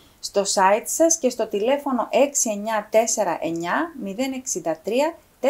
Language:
Greek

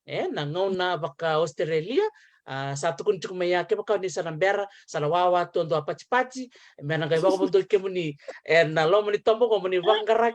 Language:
Fijian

